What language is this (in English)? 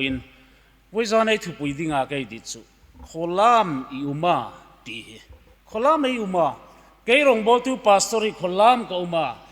Hmar